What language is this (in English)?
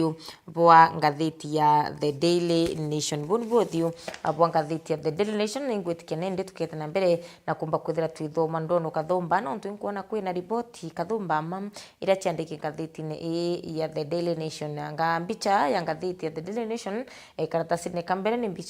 Meru